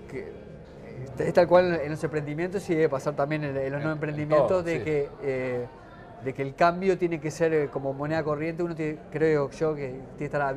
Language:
Spanish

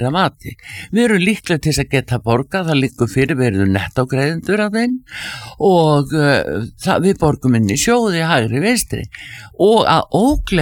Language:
Icelandic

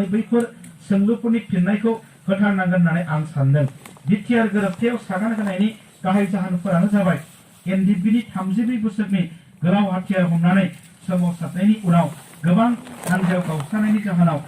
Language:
Bodo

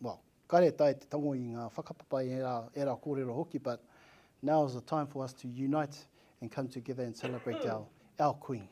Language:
Māori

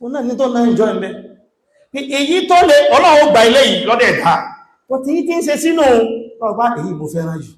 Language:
Yoruba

